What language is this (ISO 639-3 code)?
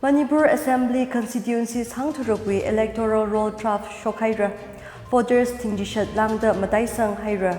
nmf